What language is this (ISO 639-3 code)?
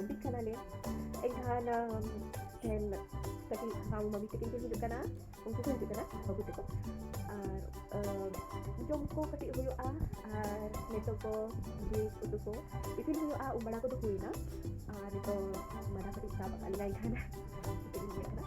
sat